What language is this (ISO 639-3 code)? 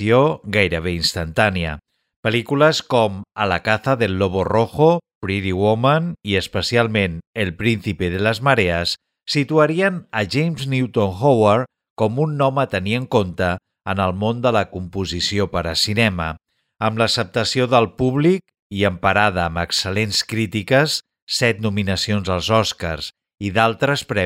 cat